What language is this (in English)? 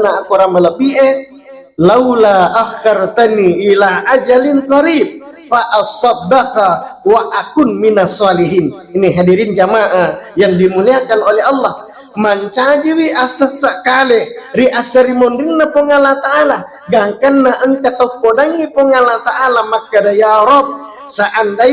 Buginese